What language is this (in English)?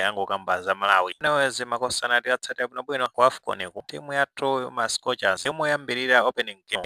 Nyanja